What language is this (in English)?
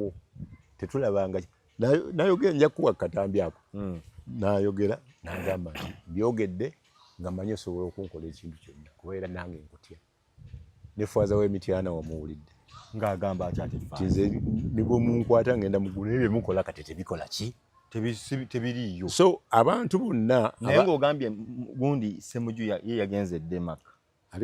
Ganda